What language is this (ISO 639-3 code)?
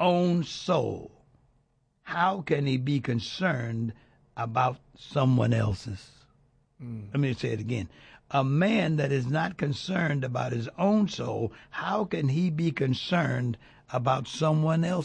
eng